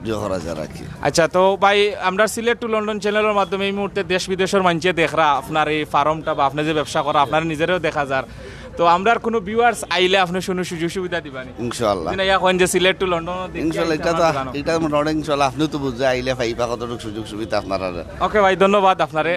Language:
Sylheti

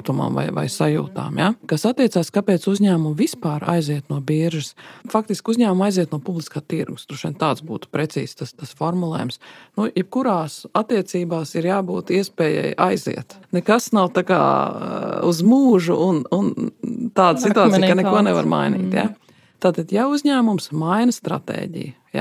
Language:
Latvian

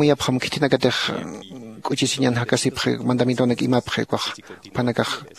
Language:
Aymara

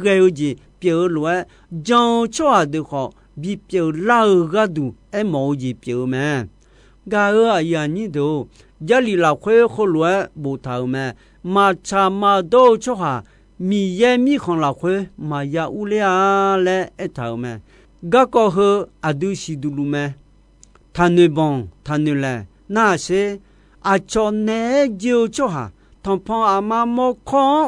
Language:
Akha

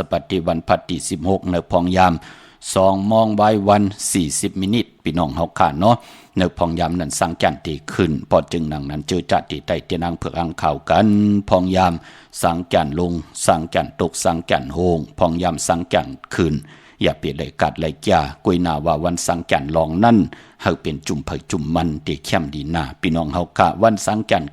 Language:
Shan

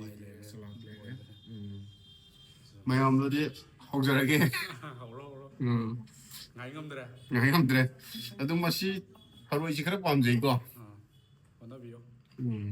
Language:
Manipuri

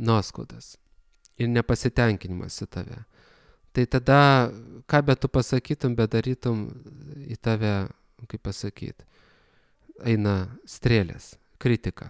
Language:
Lithuanian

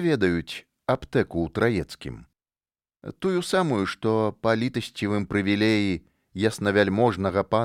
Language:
Belarusian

